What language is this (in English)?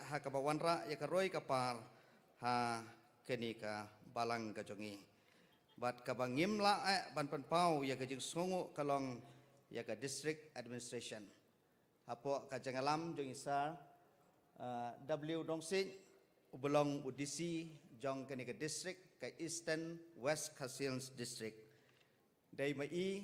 Khasi